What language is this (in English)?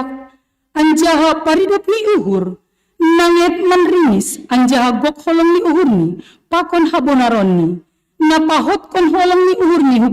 Batak Simalungun